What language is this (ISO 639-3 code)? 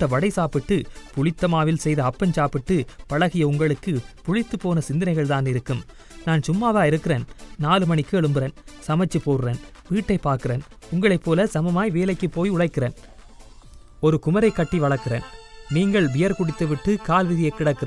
tam